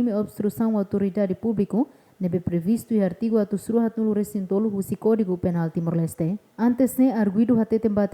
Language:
Tetum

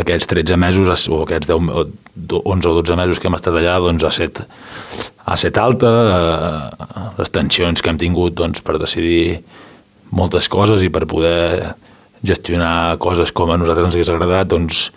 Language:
Catalan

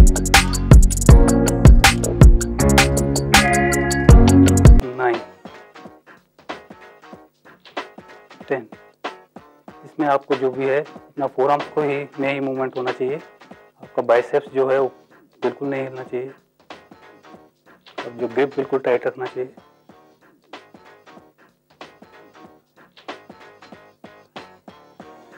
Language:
Hindi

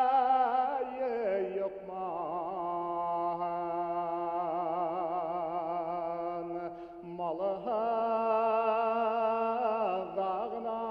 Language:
Bashkir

